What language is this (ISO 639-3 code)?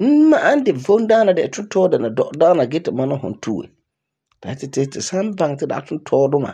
gur